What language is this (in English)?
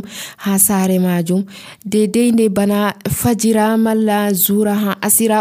Nigerian Fulfulde